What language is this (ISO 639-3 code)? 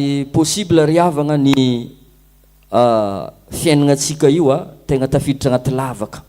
mlg